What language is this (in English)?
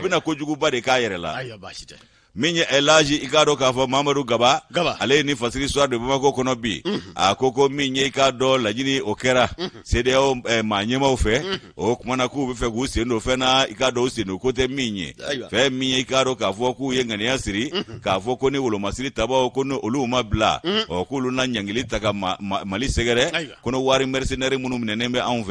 Bambara